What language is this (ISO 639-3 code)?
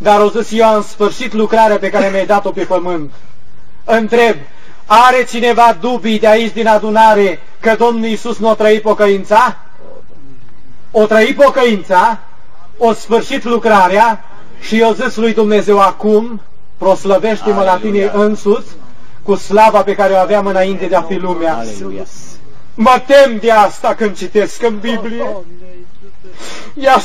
ron